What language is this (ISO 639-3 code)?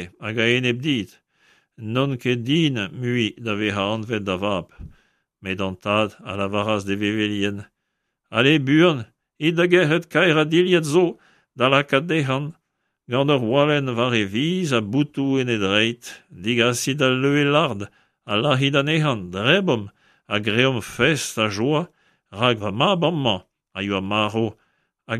bre